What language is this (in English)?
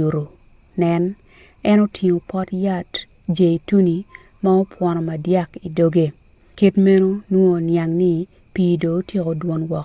Acoli